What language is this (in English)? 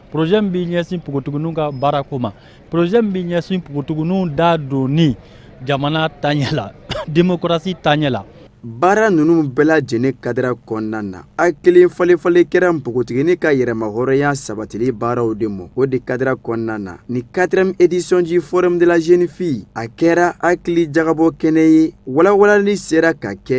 Bambara